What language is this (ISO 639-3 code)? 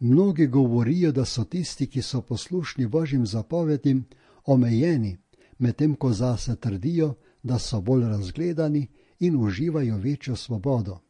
slv